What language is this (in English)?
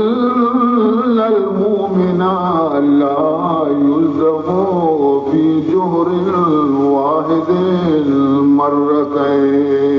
Baluchi